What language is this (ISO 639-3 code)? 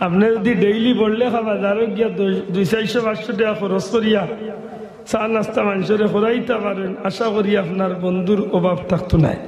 syl